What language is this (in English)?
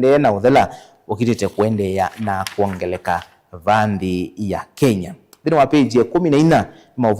Kamba